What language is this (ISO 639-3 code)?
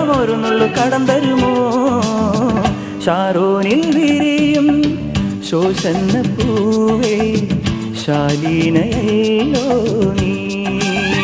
mal